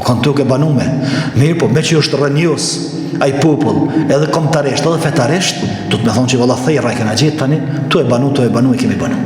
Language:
Albanian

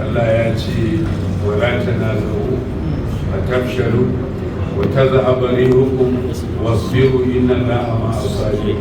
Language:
Hausa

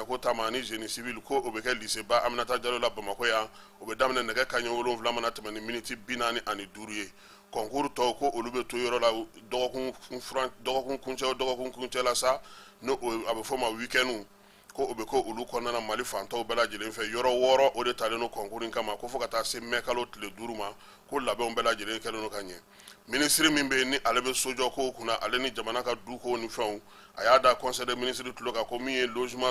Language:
Bambara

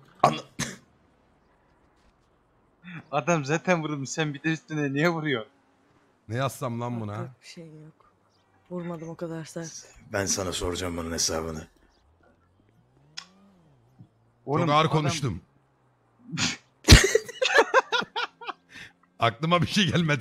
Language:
Turkish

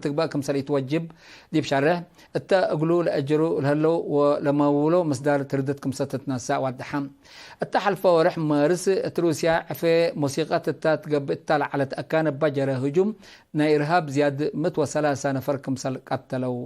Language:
Tigre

